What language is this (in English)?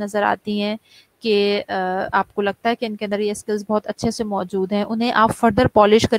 Urdu